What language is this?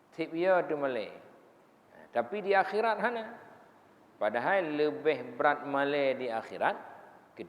Achinese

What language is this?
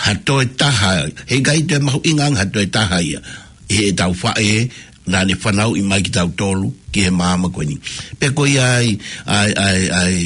Tongan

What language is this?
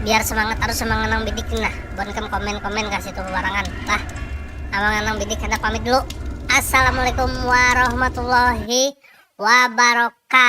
Banjar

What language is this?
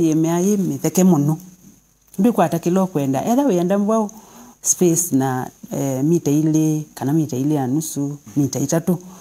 Kamba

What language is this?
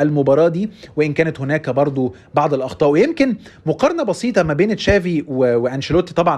Egyptian Arabic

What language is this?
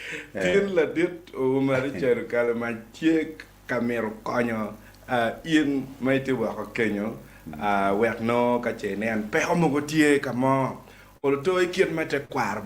Acoli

